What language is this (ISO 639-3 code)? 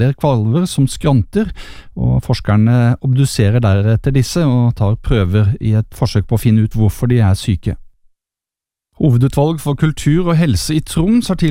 nor